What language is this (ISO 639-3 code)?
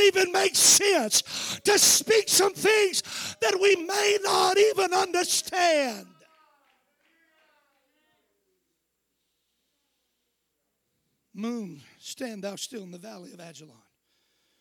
eng